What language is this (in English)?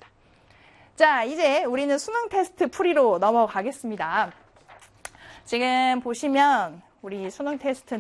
Korean